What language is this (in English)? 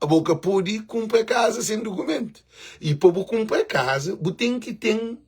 Kabuverdianu